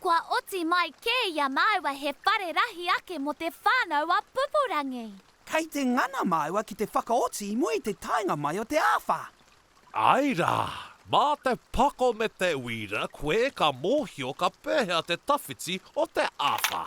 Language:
Māori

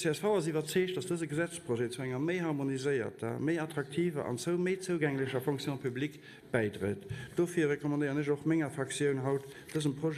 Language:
Luxembourgish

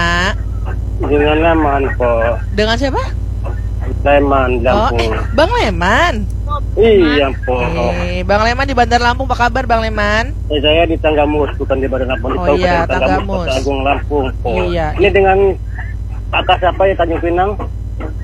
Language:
Indonesian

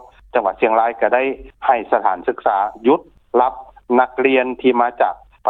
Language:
Lao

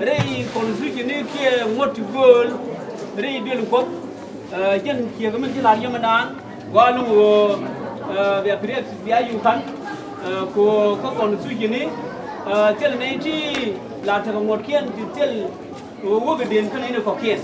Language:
Nuer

